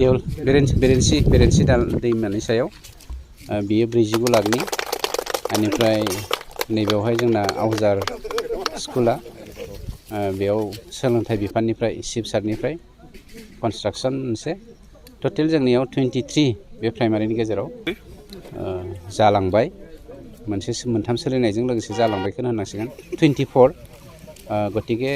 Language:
Bodo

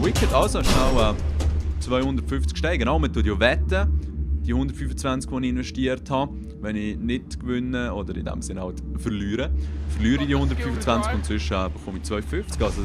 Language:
Swiss German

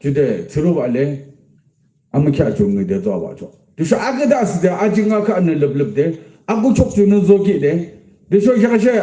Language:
Yimchungru Naga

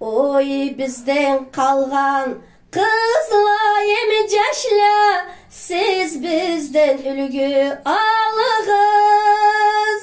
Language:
Karachay-Balkar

